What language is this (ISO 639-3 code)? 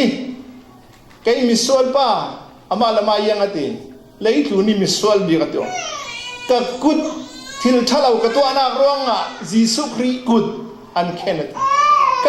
cfm